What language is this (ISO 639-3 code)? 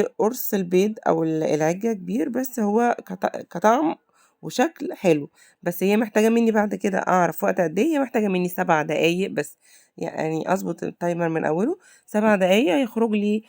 arz